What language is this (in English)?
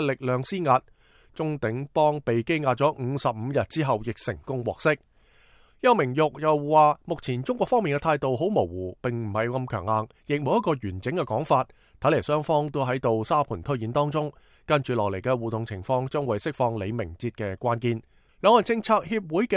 Cantonese